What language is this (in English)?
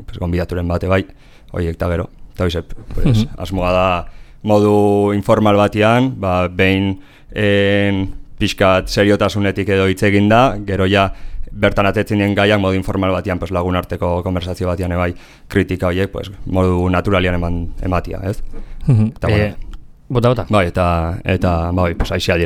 Basque